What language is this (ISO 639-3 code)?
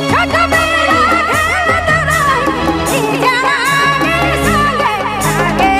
sck